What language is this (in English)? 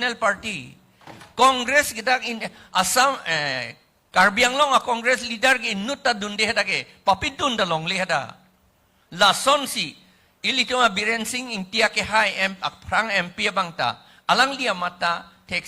Karbi